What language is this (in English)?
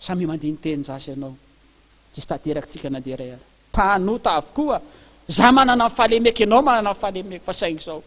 Malagasy